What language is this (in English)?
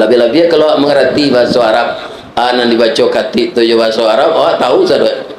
Minangkabau